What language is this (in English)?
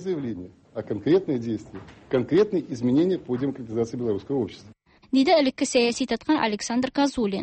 Tatar